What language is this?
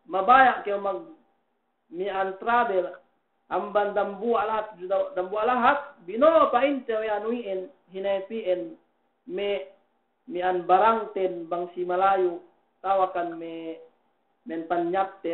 Yakan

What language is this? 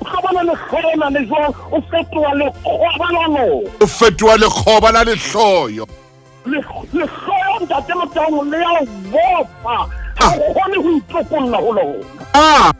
Southern Sotho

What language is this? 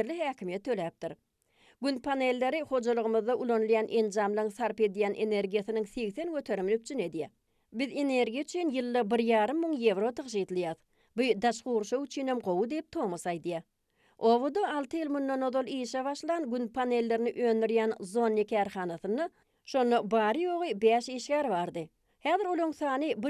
Turkmen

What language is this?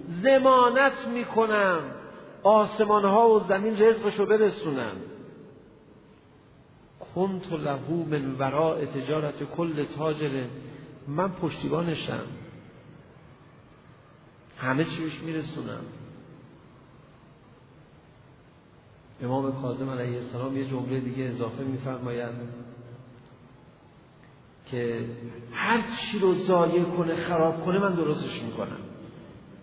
Persian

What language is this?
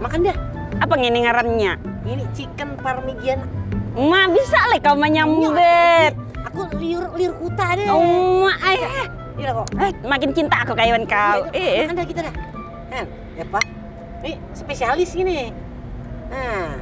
Banjar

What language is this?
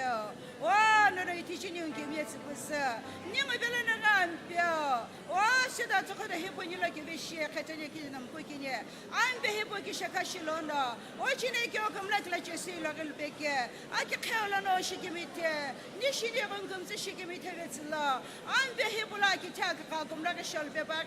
Sumi Naga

